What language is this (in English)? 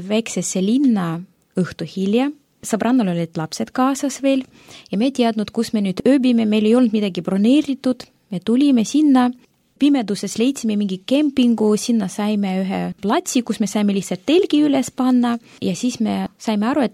Estonian